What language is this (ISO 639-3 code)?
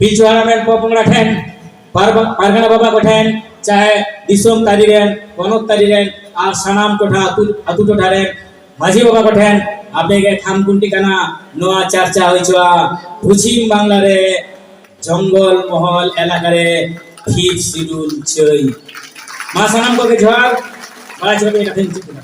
sat